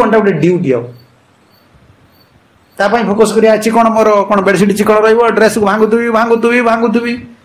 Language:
Odia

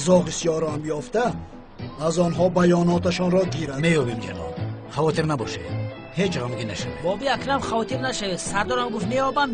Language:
Tajik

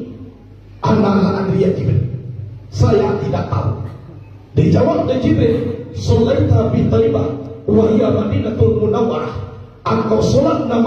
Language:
Minangkabau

